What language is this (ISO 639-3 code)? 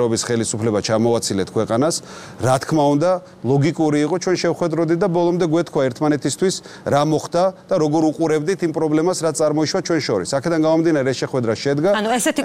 kat